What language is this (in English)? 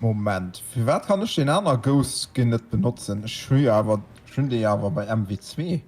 Luxembourgish